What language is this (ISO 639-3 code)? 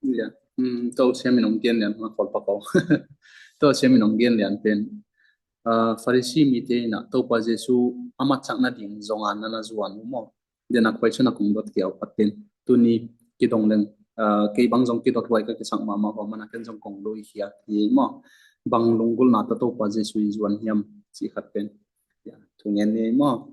ctd